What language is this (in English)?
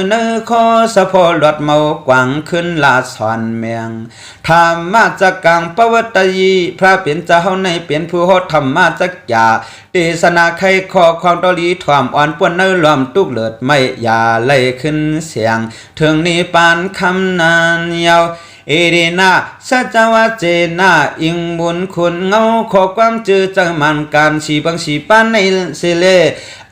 Shan